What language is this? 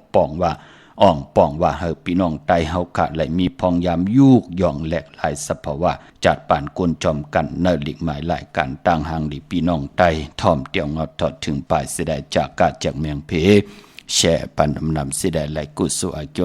Shan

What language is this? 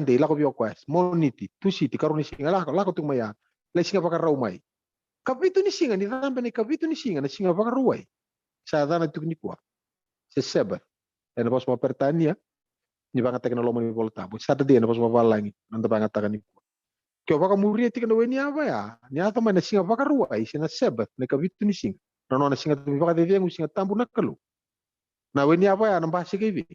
Fijian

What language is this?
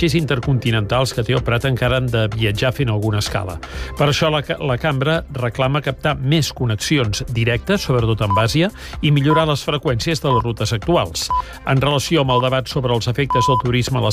Catalan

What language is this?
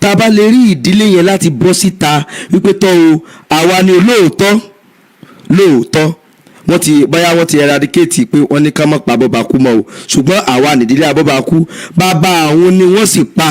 Yoruba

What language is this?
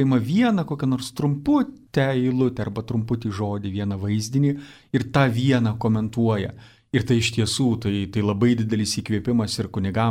Lithuanian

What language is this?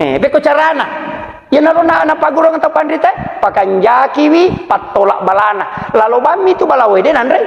Buginese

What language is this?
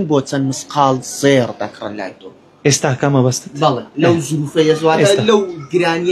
Central Kurdish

